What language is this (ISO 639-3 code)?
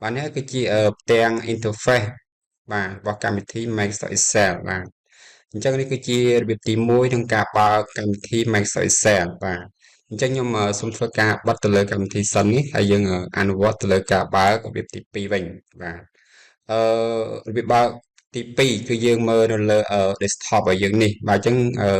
khm